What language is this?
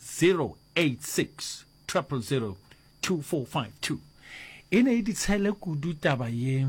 Northern Sotho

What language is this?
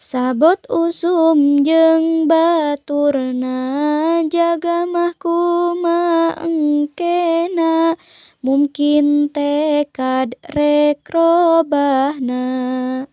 Sundanese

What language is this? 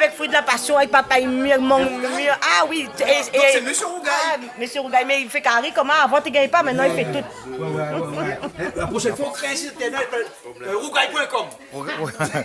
Réunion Creole French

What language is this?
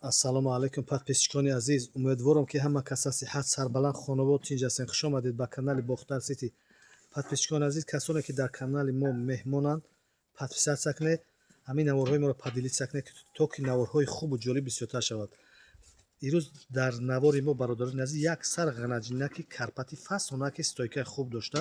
Tajik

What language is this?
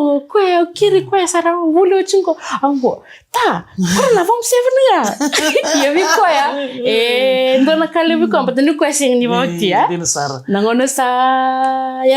Fijian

